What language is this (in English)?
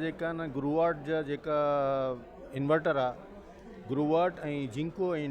Sindhi